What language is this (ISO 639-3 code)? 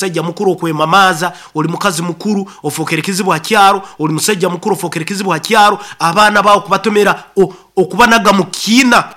nyo